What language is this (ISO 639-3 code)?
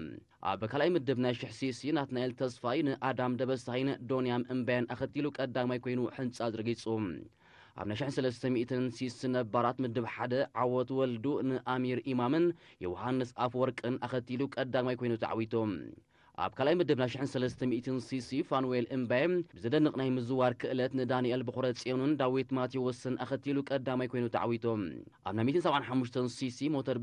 tir